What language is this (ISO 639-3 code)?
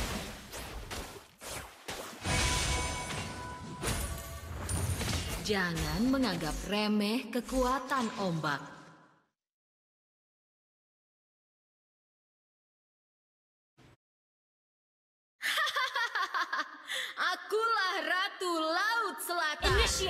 ind